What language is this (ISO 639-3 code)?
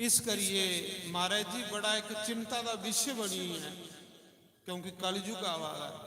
doi